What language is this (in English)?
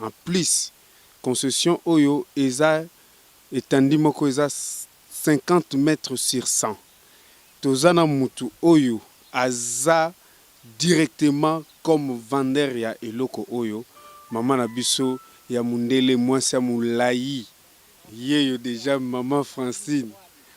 Lingala